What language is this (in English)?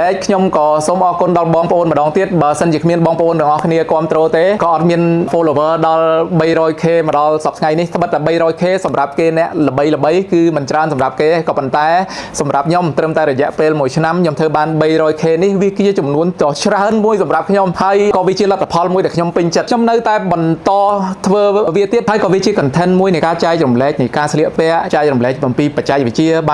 Khmer